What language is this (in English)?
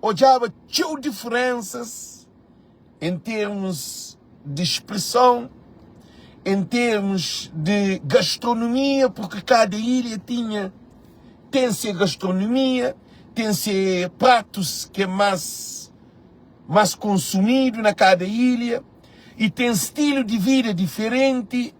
Kabuverdianu